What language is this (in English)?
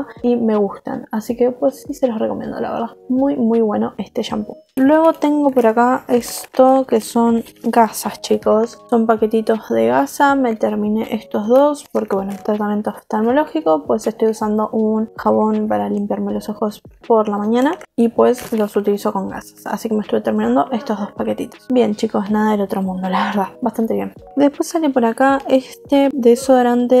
Spanish